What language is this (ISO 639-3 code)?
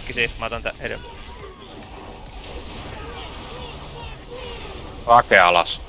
fin